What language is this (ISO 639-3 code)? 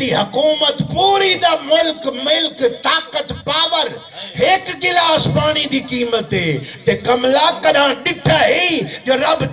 skr